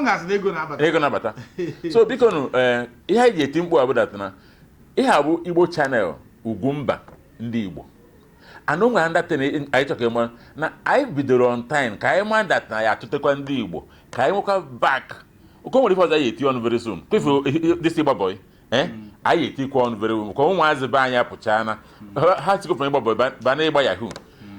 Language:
Igbo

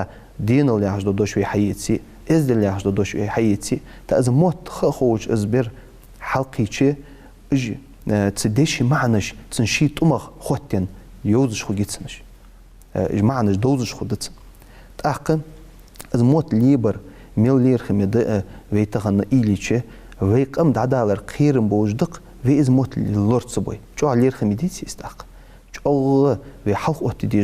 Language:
Ingush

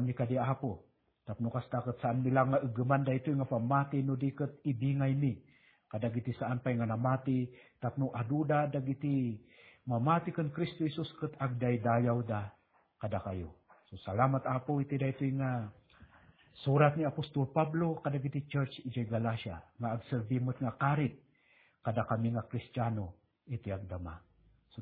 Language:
Iloko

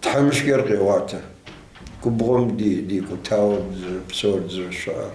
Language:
Kabardian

